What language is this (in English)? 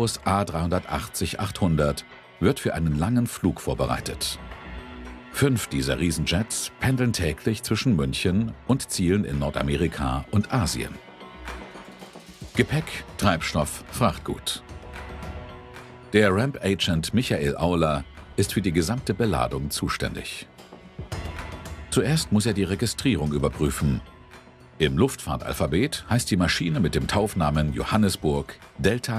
German